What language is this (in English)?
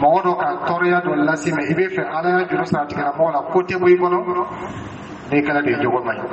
Dyula